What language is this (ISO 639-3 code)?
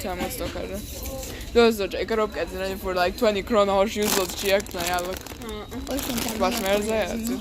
che